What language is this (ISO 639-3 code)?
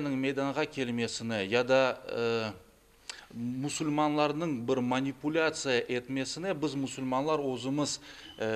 crh